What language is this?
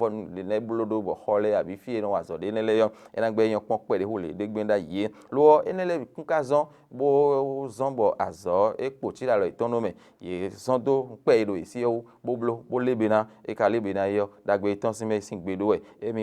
Fon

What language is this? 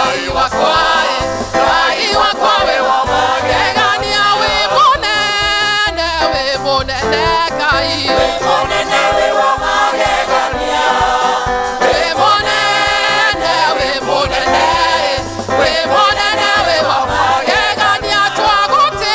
Kikuyu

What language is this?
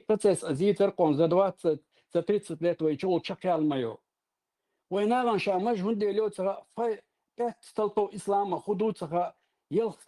Chechen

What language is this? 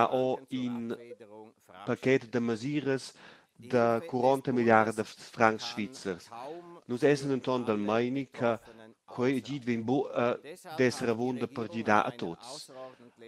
Romansh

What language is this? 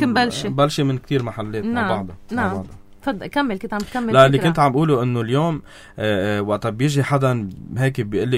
North Levantine Arabic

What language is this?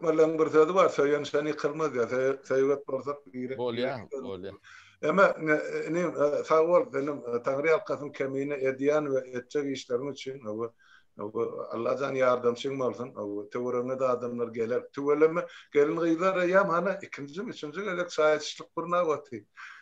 Turkmen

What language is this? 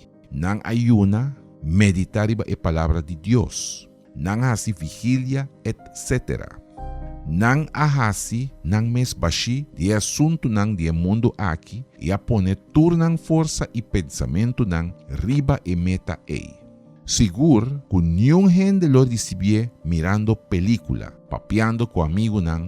Papiamento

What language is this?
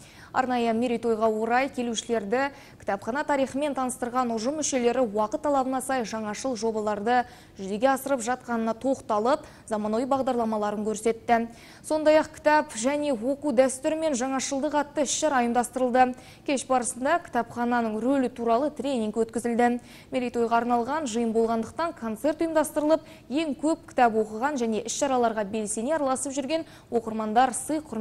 Kazakh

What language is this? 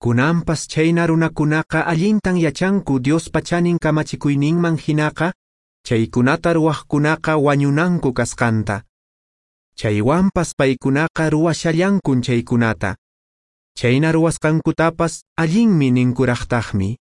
Quechua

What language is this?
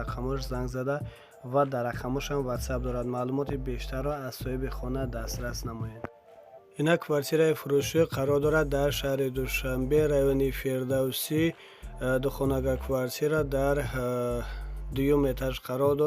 Tajik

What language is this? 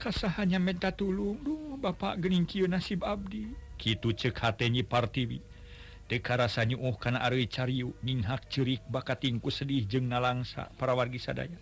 Sundanese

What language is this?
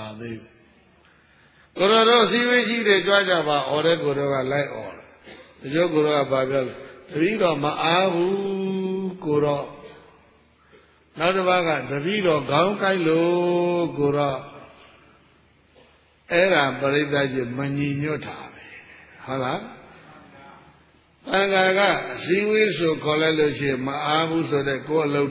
Burmese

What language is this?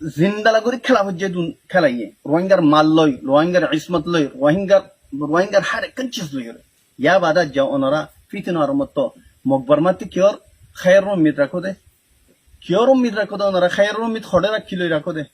Rohingya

